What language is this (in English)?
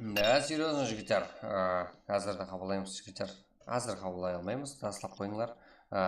Kara-Kalpak